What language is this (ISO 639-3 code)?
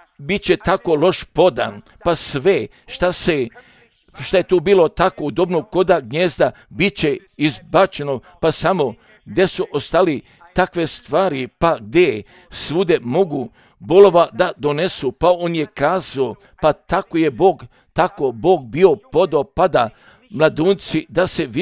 hrv